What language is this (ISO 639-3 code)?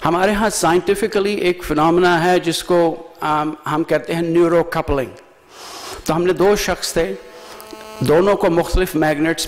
urd